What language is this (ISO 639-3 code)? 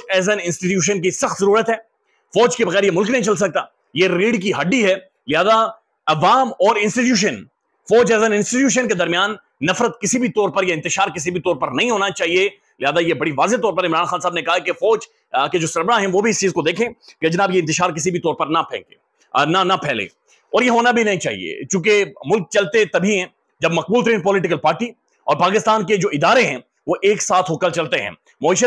urd